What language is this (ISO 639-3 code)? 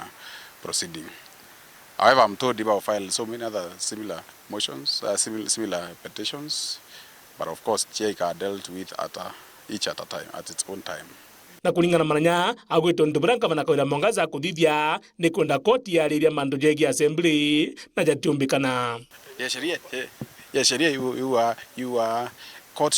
mer